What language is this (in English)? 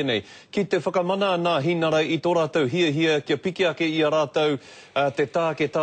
Māori